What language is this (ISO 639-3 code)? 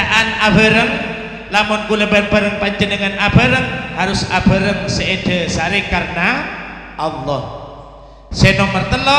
mad